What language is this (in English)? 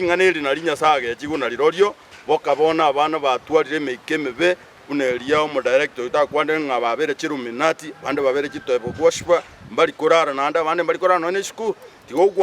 Gusii